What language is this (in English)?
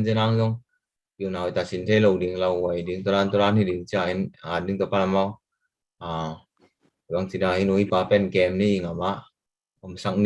Tedim Chin